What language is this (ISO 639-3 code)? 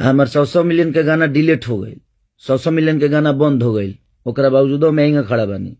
bho